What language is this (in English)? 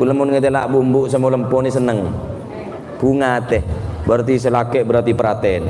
Madurese